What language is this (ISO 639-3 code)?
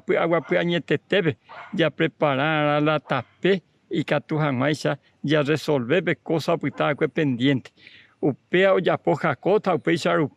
grn